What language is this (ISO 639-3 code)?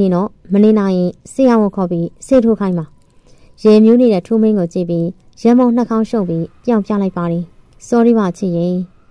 mya